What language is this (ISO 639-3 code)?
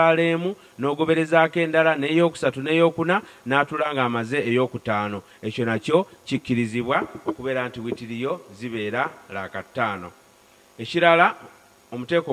lug